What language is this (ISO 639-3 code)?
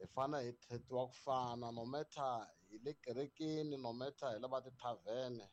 tso